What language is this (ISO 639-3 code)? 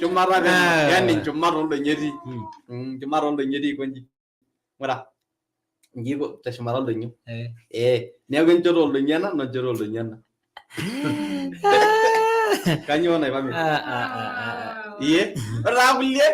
mas